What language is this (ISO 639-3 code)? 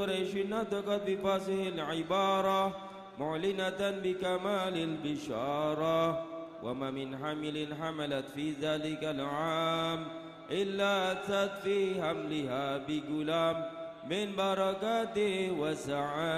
ara